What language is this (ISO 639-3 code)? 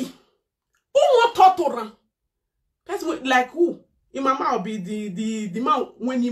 pcm